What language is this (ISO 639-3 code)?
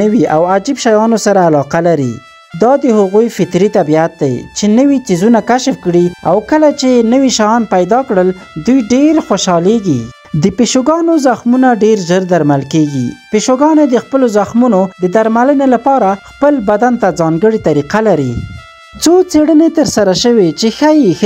pus